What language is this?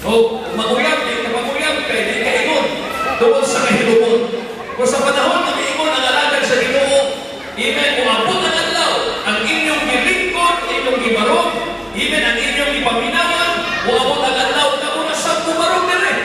Cebuano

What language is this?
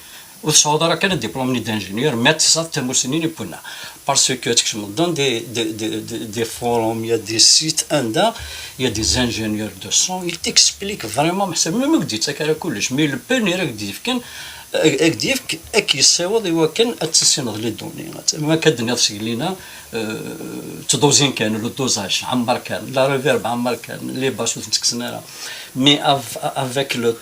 Kabyle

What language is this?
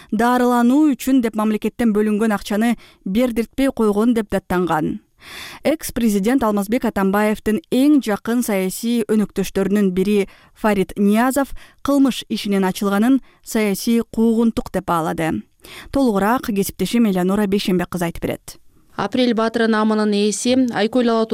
Kyrgyz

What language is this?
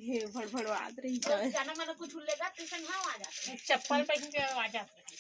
Chhattisgarhi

